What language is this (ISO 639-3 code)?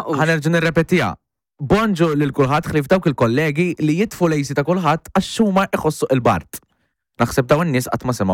mlt